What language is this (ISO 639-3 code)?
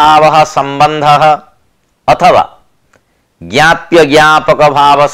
san